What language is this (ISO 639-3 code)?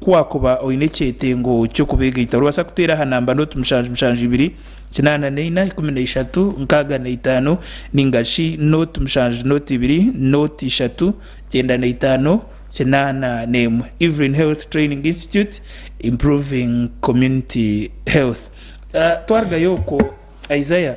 nyn